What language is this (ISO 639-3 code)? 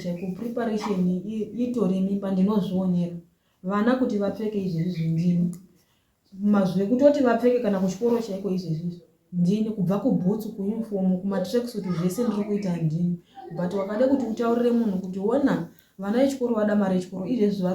sna